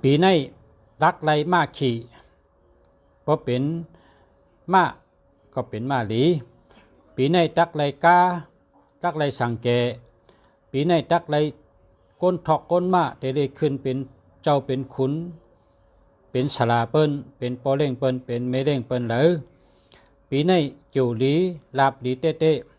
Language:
Shan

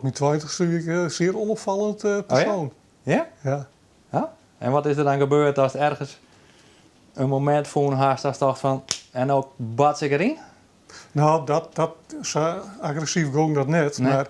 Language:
Western Frisian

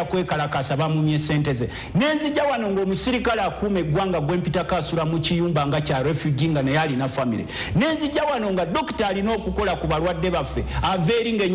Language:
Ganda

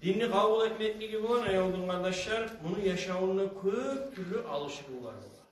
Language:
Kumyk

